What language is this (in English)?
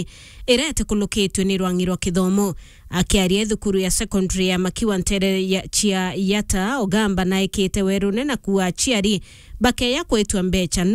Meru